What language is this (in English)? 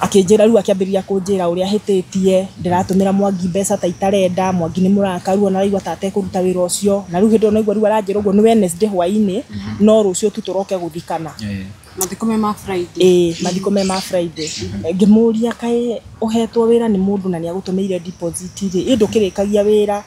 Kikuyu